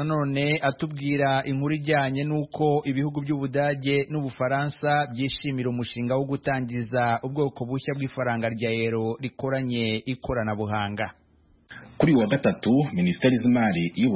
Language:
Kinyarwanda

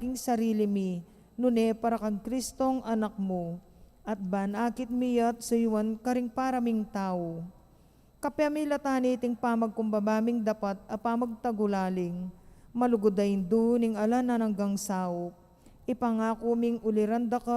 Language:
Pampanga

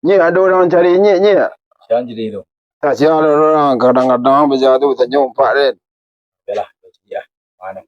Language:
Minangkabau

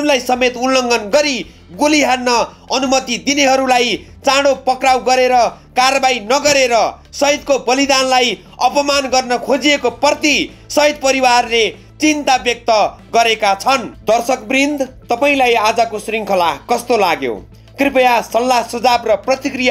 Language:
Nepali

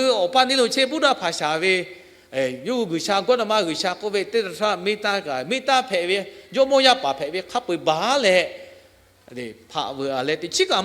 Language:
Lahu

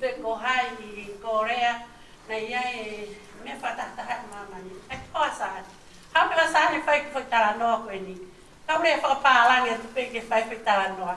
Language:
Tongan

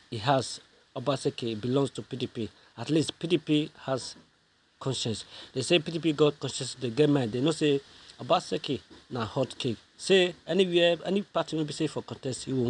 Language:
Nigerian Pidgin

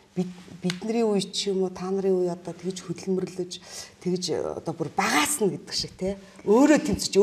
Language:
Mongolian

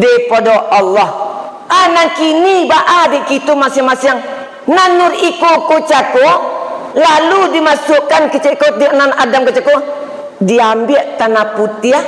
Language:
Minangkabau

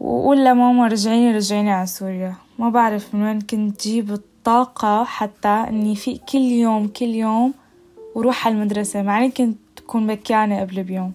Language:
North Levantine Arabic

